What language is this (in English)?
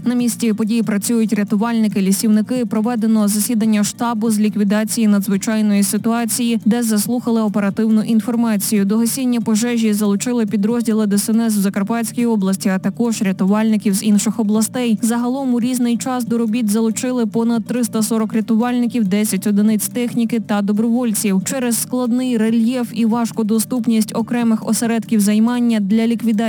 Ukrainian